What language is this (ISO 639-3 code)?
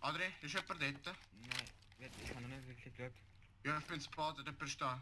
gsw